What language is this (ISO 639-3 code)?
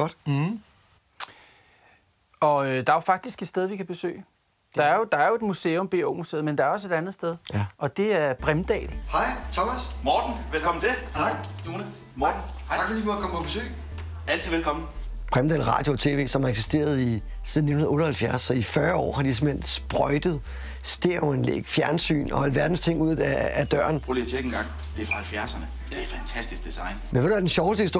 dan